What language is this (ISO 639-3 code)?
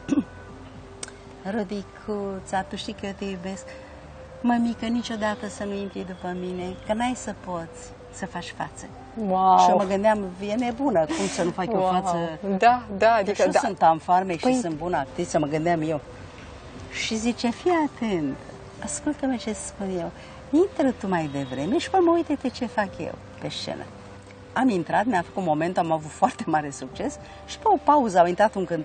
ron